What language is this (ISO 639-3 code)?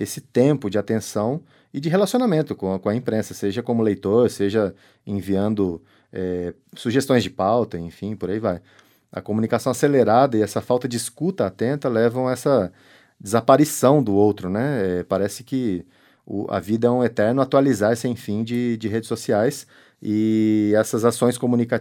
por